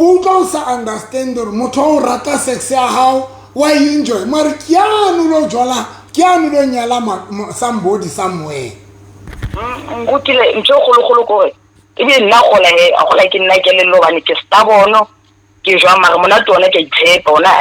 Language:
Southern Sotho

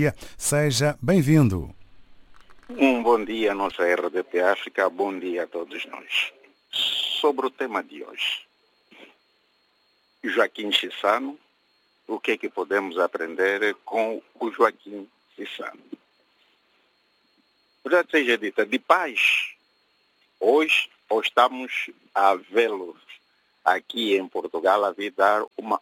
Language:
Portuguese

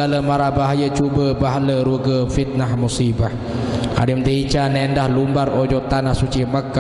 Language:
Sasak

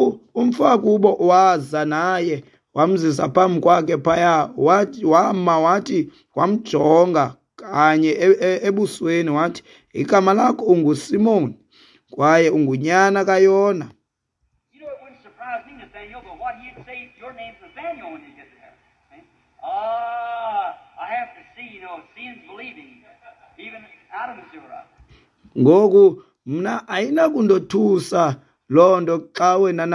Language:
Xhosa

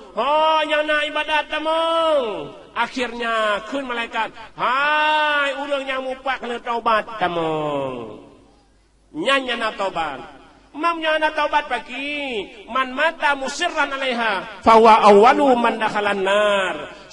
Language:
Achinese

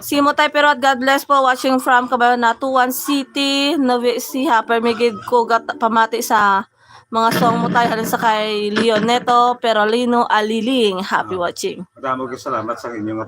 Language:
Hiligaynon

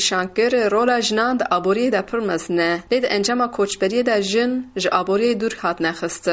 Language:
Kurdish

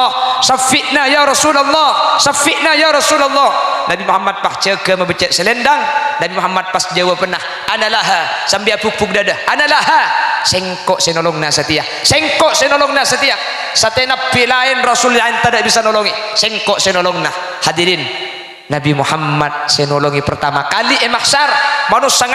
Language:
Madurese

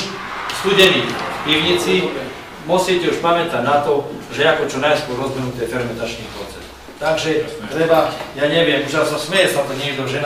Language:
Slovak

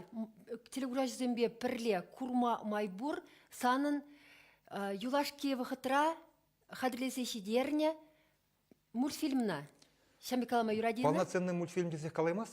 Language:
Chuvash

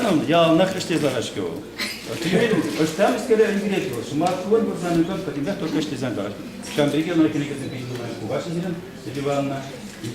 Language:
Chuvash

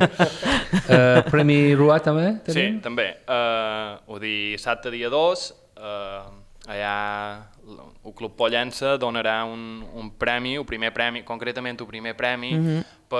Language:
Catalan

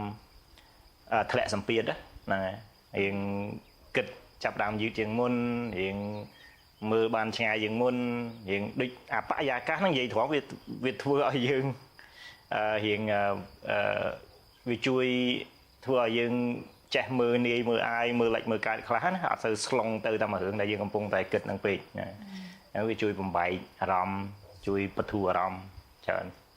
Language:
Khmer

